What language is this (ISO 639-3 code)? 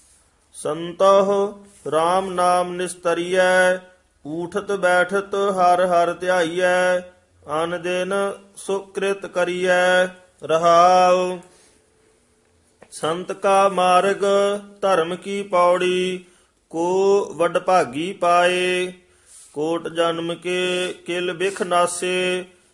pan